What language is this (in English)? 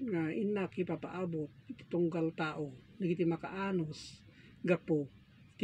Iloko